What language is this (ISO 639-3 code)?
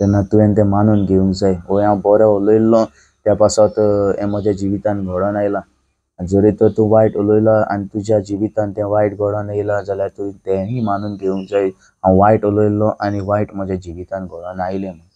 kok